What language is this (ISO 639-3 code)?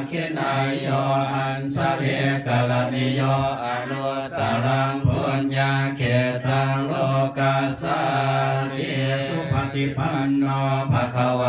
pli